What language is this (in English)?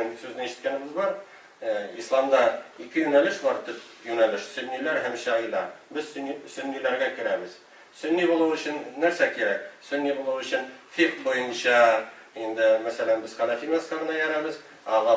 Tatar